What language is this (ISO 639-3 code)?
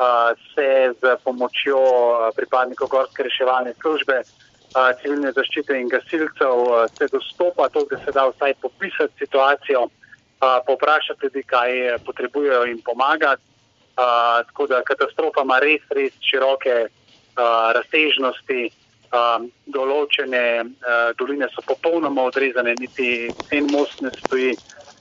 slv